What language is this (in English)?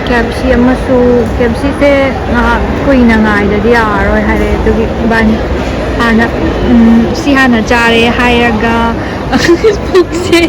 Manipuri